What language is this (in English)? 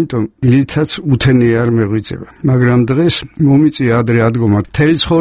Georgian